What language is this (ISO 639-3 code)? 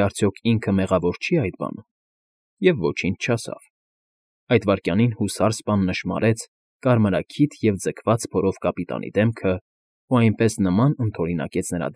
hye